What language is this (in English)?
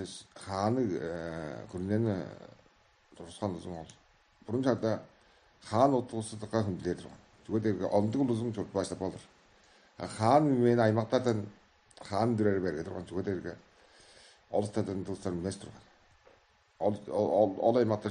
Tuvinian